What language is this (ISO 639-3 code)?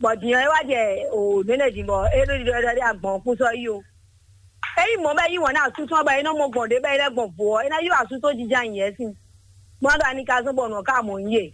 fon